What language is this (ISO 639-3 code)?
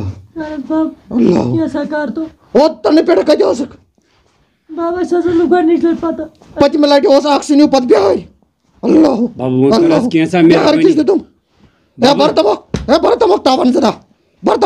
kas